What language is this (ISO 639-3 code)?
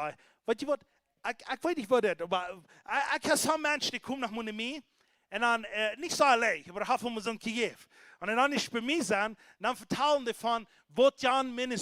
pdt